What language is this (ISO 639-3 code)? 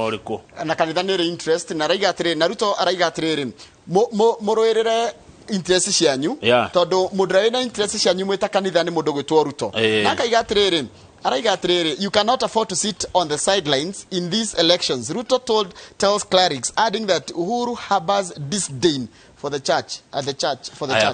kik